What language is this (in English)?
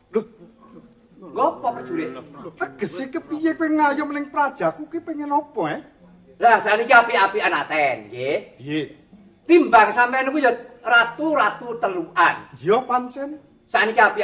Javanese